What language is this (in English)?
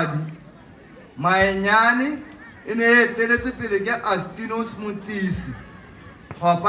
Tswana